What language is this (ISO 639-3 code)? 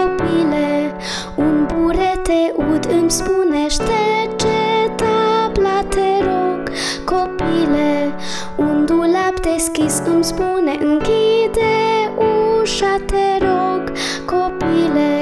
ron